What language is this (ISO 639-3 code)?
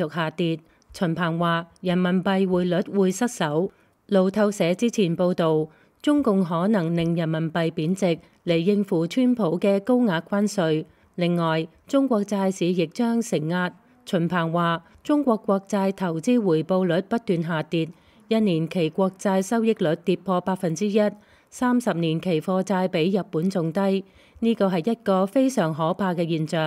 yue